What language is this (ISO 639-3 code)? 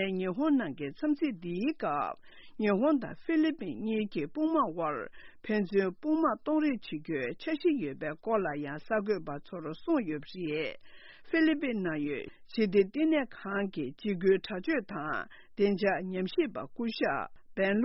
bod